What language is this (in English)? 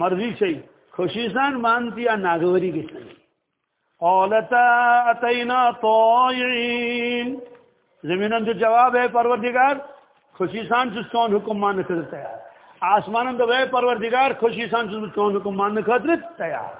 Kashmiri